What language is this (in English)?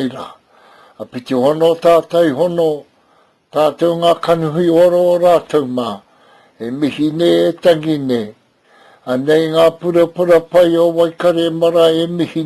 Māori